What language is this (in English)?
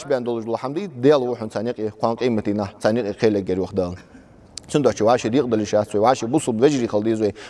Ingush